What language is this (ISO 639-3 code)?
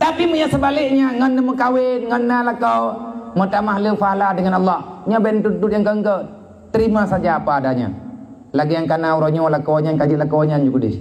ace